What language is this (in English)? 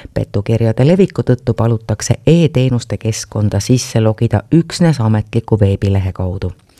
Estonian